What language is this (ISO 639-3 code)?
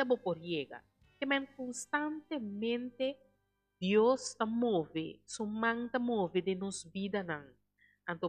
pap